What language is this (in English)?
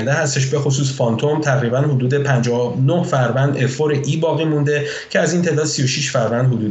Persian